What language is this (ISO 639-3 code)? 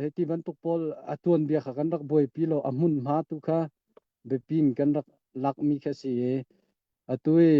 cnh